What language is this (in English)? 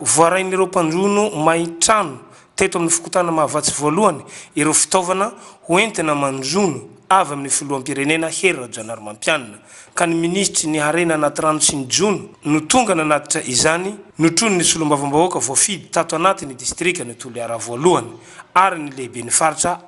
Malagasy